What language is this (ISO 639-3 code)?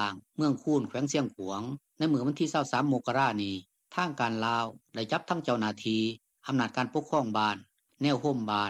lao